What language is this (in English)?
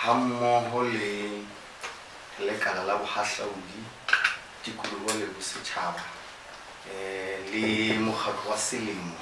Southern Sotho